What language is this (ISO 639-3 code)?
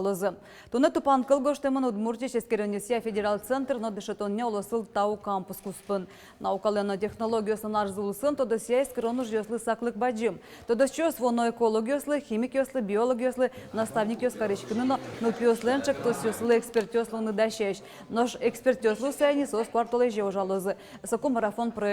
udm